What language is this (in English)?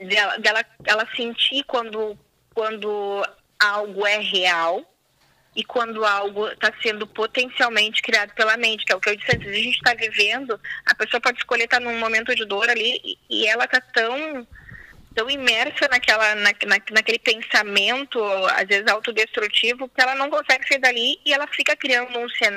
Portuguese